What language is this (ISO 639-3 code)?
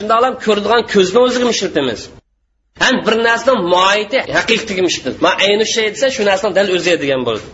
uig